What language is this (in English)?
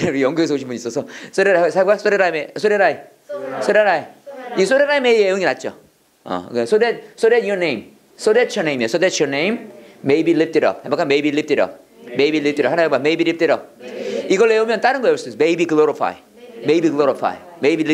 Korean